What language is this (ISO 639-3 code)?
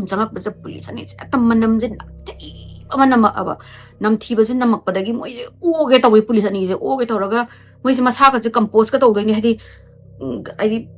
mni